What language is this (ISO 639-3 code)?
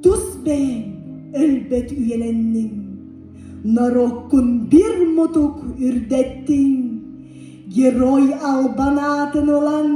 sah